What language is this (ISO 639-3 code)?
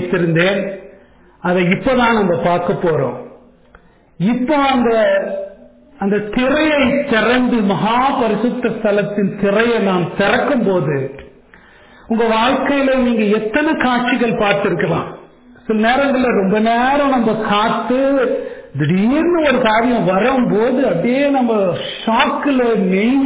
tam